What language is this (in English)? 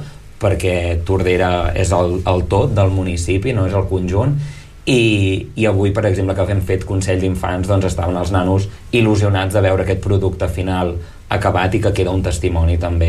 Catalan